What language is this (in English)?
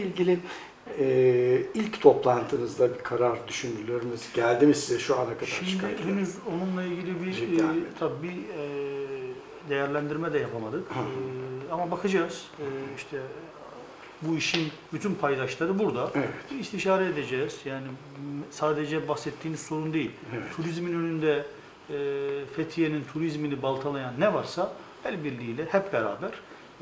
Turkish